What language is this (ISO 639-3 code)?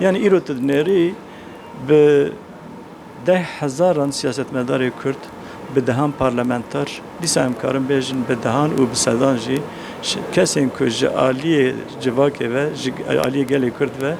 kur